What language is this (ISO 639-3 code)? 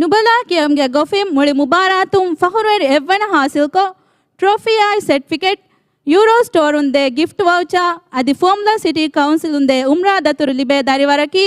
div